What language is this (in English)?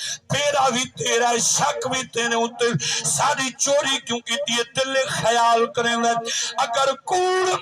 Saraiki